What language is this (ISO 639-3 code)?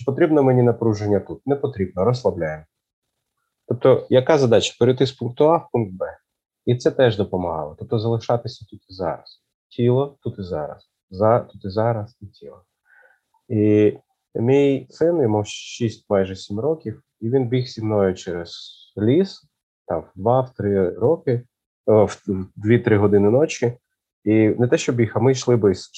ukr